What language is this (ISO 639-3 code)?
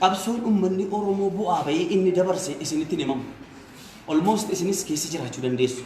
orm